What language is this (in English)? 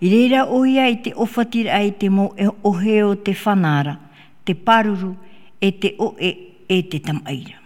Tahitian